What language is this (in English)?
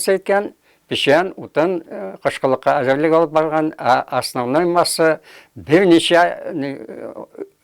Bashkir